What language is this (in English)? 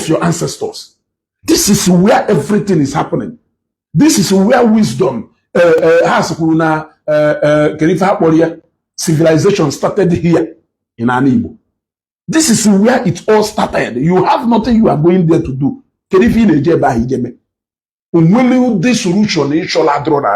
Igbo